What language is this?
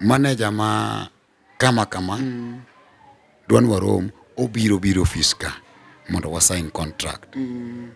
Luo (Kenya and Tanzania)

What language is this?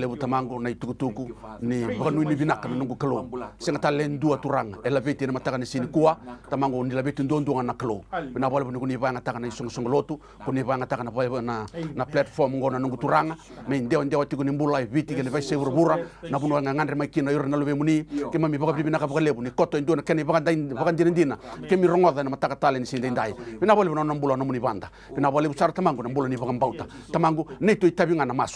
Fijian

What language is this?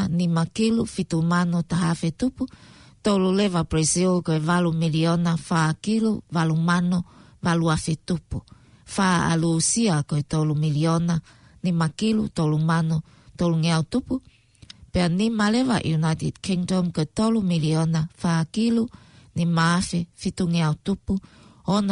Tongan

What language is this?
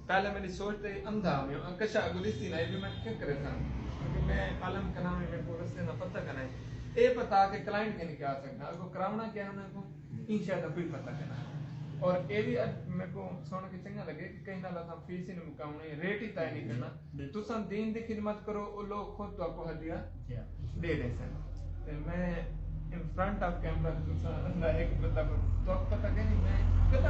Saraiki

